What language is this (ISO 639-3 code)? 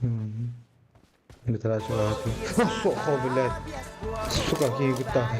sah